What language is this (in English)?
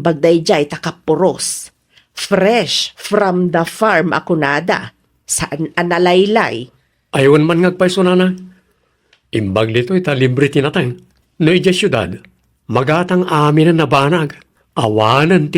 Iloko